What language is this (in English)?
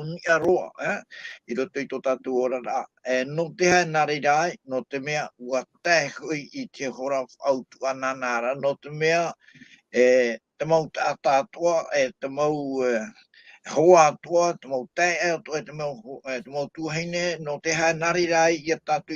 Tahitian